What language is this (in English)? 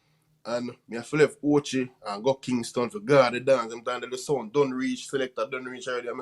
Jamaican Creole English